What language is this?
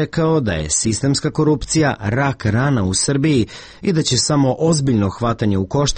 Serbian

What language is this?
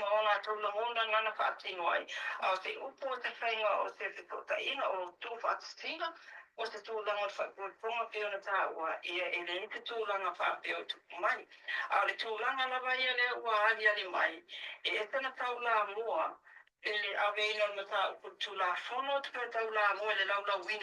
Samoan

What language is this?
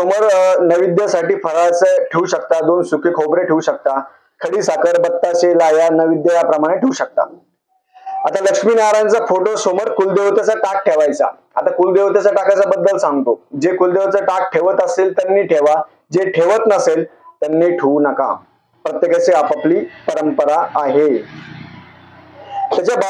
Marathi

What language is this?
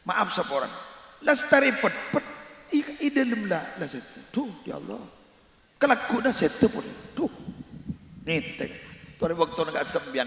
Madurese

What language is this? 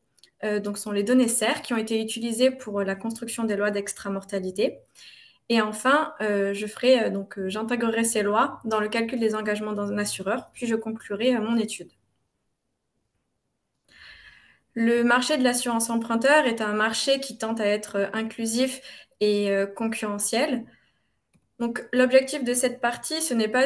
French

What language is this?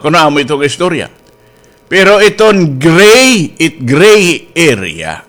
Waray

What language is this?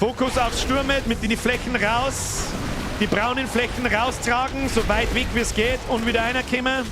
Bavarian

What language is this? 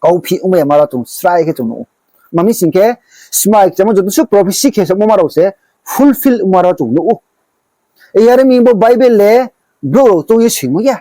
Riang (India)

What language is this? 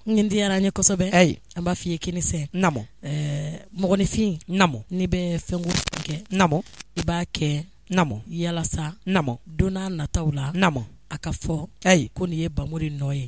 Bambara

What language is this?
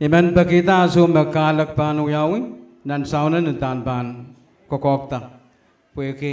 Pohnpeian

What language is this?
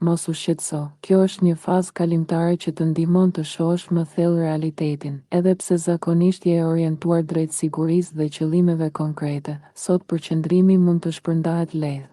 Albanian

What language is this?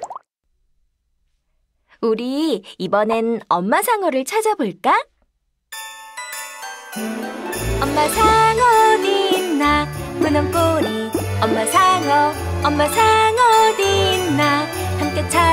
Korean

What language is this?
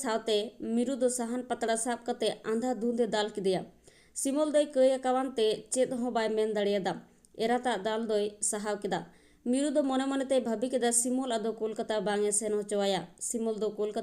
Santali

